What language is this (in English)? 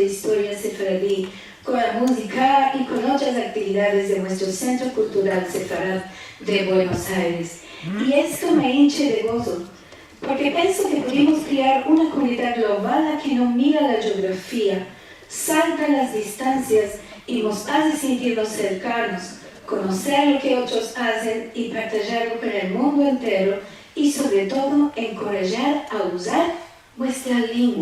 Ladino